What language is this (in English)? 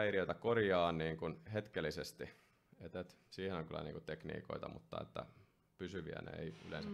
Finnish